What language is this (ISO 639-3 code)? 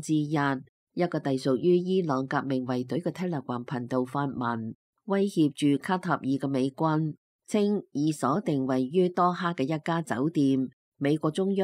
yue